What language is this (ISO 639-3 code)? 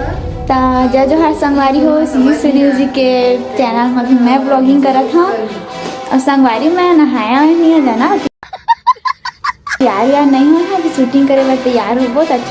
hne